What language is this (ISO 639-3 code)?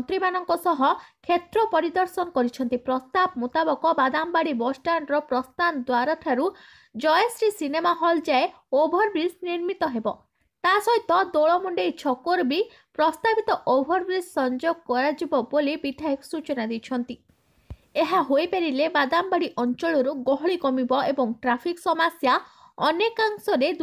ori